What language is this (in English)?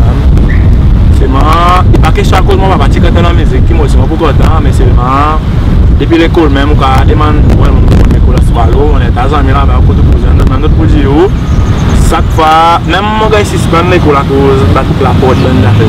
Seselwa Creole French